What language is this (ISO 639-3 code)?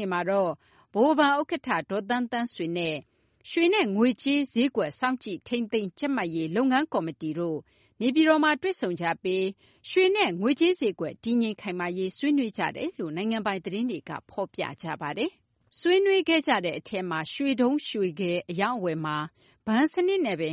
mya